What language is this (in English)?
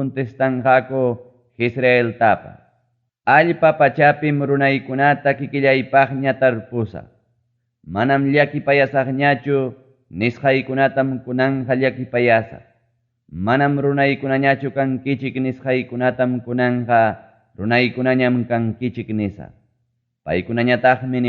Ayacucho Quechua